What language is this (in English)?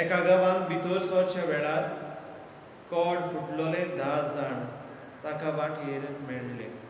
Konkani